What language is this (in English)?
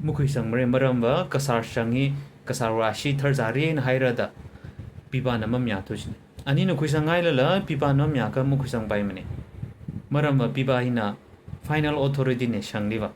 Tangkhul Naga (India)